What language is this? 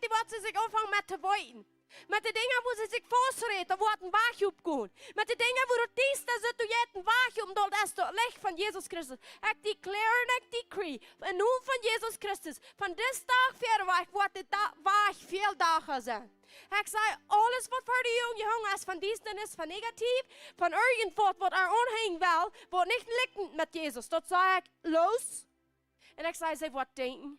Plautdietsch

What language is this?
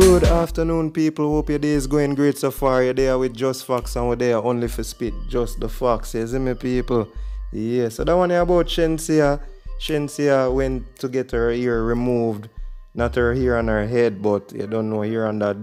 Jamaican Creole English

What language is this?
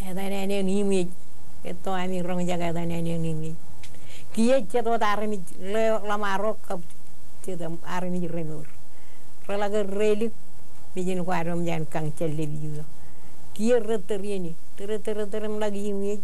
Marshallese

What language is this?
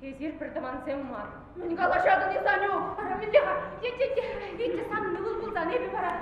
Chuvash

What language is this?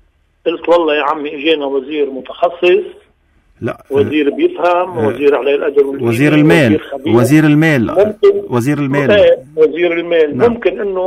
North Levantine Arabic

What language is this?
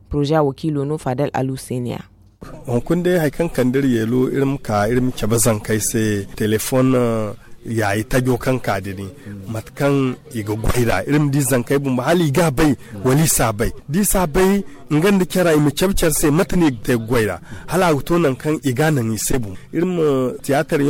Zarma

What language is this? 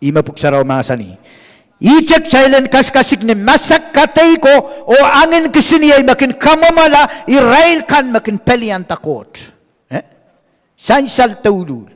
Pohnpeian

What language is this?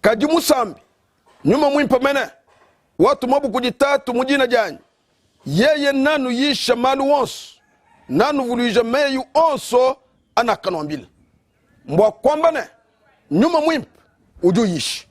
Luba-Lulua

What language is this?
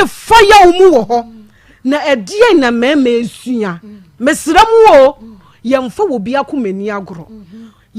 Akan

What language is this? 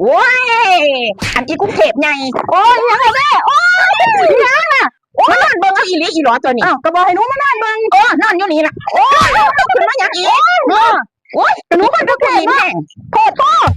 Northeastern Thai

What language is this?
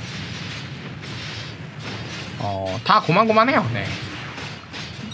Korean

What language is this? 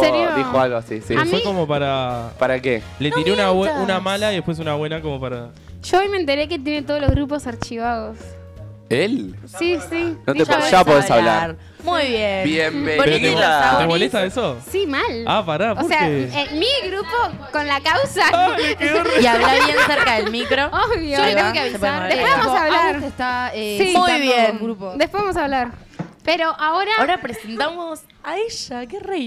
Spanish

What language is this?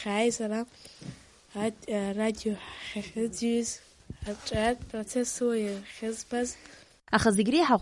Abkhazian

